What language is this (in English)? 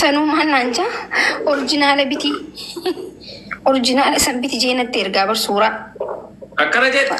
Oromo